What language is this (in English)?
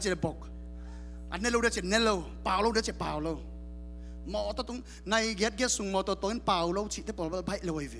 Tedim Chin